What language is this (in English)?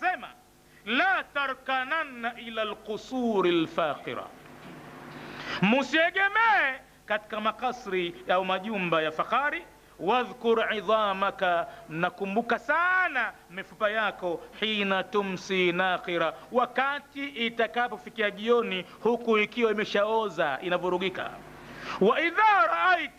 Swahili